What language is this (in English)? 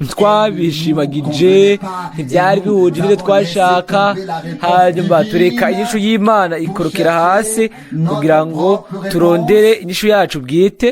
Rundi